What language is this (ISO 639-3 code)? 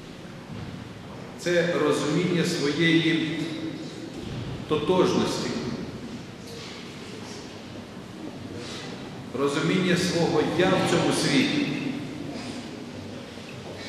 ukr